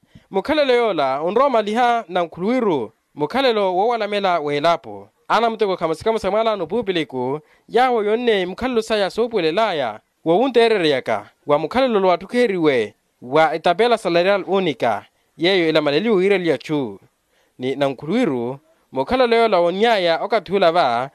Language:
Makhuwa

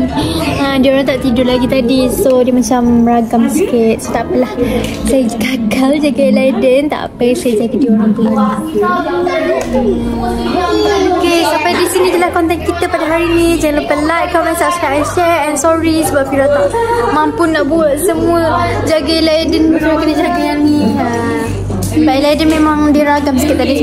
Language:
Malay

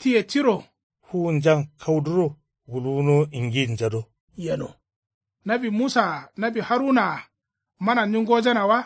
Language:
Kanuri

